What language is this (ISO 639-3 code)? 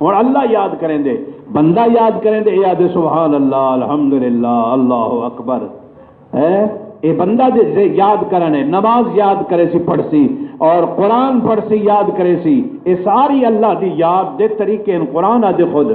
skr